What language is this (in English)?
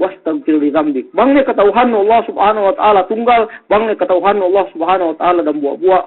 Yakan